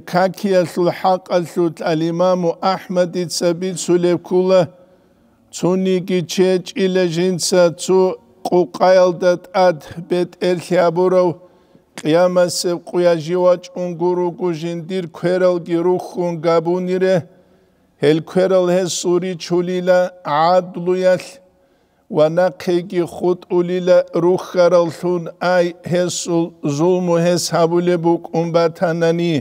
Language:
Avaric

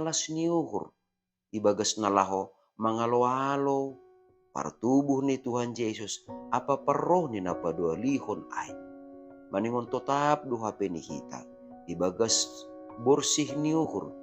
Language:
Batak Simalungun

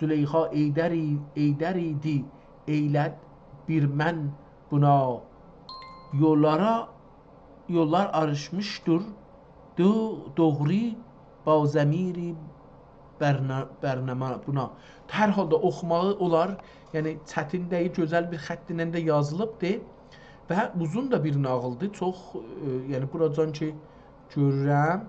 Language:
South Azerbaijani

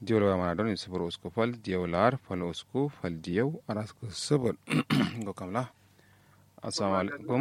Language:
Kanuri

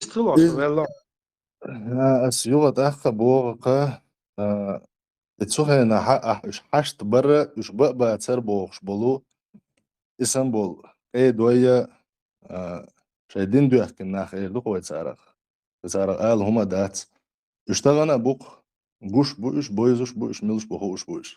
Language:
Chechen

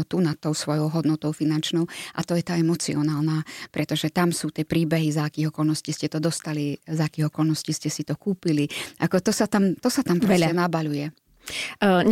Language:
Slovak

